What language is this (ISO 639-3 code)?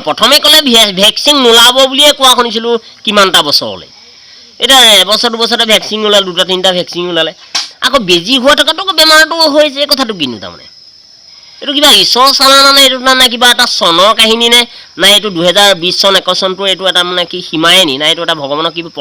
asm